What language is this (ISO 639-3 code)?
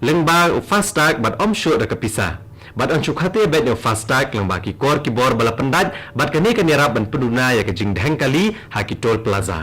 kha